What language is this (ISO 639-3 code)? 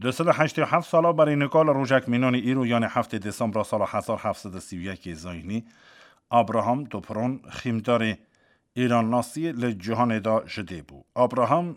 kur